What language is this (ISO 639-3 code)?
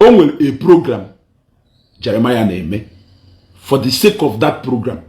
ibo